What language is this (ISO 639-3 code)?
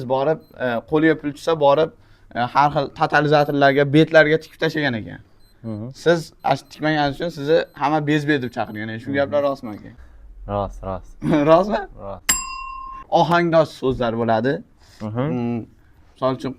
uzb